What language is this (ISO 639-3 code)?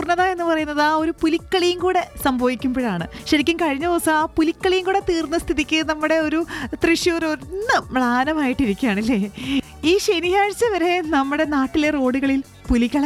mal